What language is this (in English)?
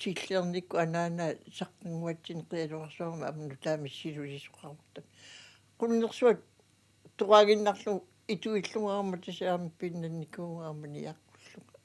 Kalaallisut